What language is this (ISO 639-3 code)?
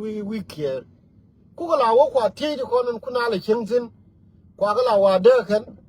nus